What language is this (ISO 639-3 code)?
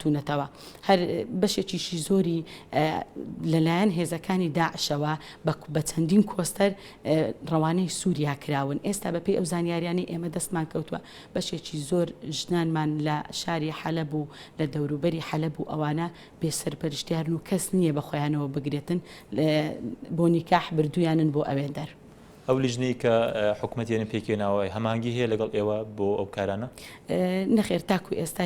ckb